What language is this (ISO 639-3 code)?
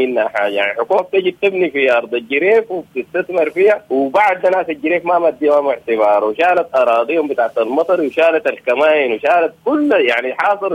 apd